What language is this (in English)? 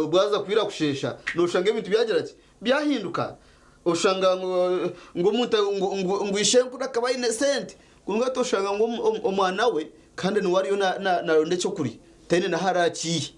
Nyankole